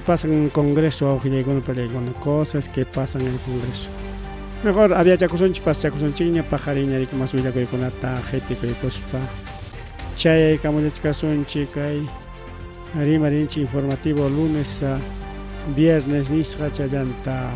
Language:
Ayacucho Quechua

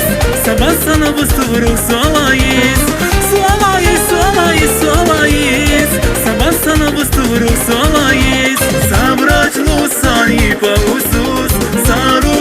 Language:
Tabassaran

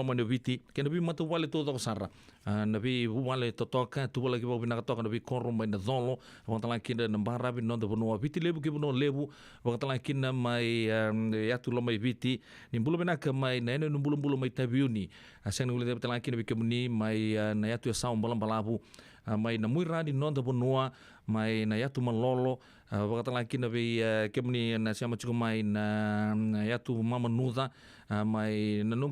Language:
Fijian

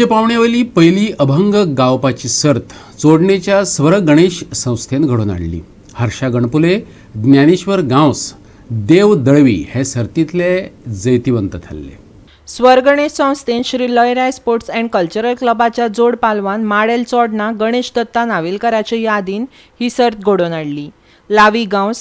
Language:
Konkani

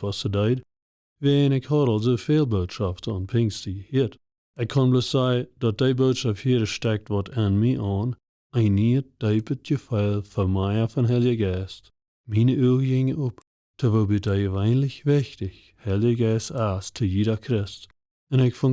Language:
Plautdietsch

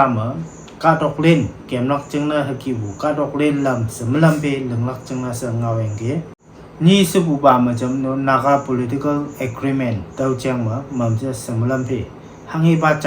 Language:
Konyak Naga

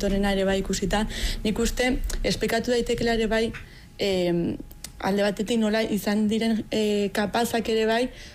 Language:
Basque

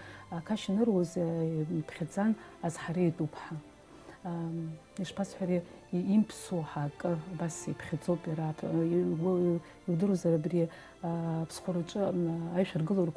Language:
Abkhazian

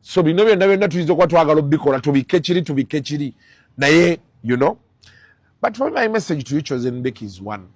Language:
Ganda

